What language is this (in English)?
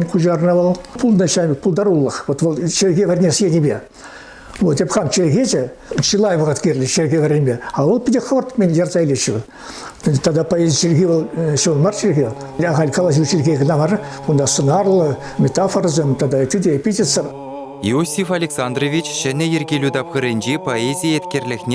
Chuvash